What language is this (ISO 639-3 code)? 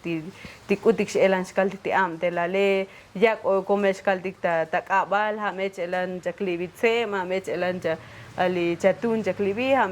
tzo